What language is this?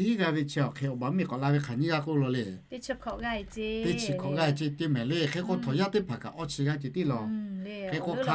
Lahu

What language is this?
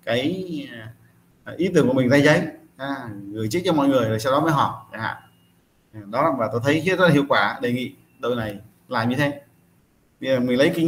Vietnamese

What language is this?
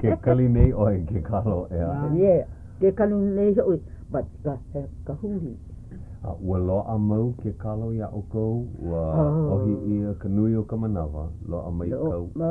Hawaiian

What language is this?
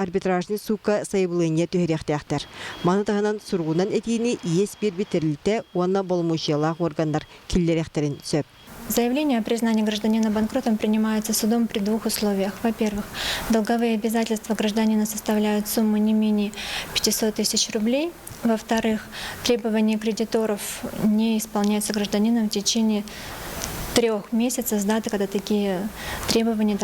Yakut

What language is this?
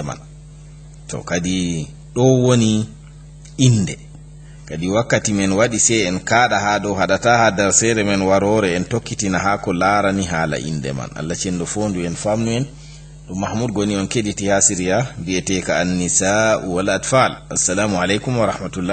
Fula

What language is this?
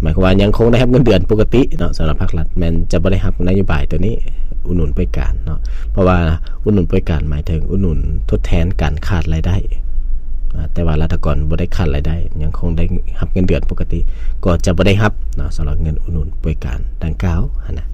Lao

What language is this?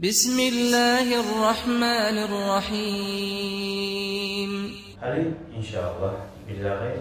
Kumyk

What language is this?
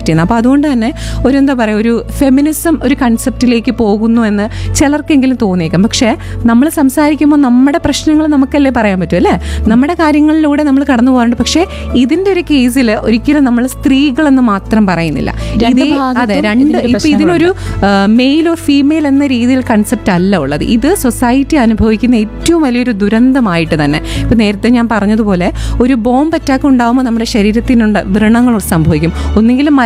Malayalam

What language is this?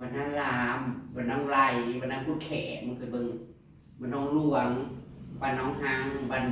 Northeastern Thai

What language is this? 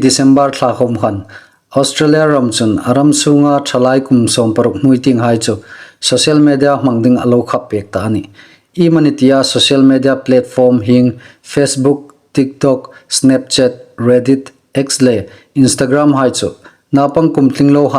Hmar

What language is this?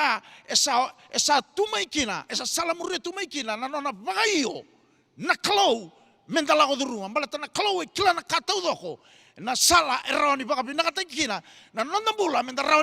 Fijian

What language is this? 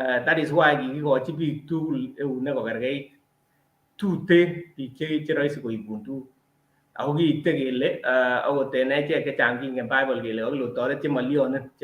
Kalenjin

